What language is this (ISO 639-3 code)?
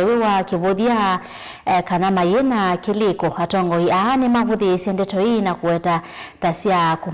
kam